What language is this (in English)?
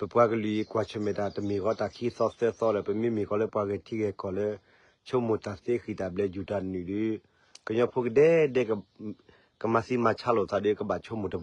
S'gaw Karen